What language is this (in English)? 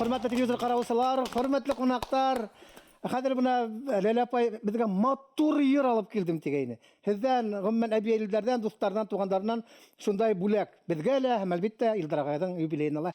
Bashkir